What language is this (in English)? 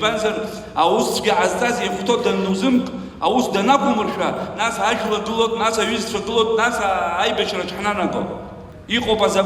Abkhazian